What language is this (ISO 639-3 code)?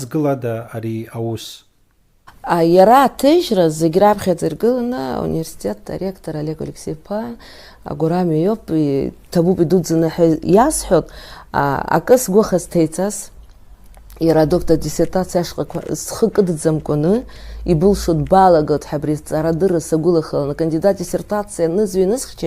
abk